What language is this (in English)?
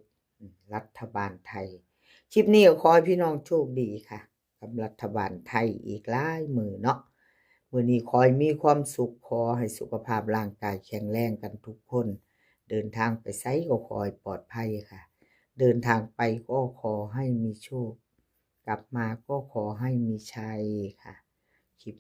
Northeastern Thai